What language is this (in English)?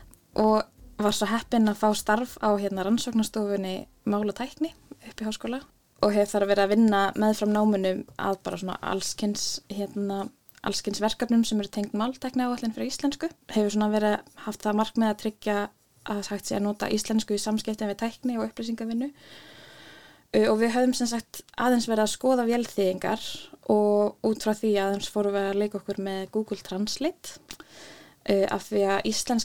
Icelandic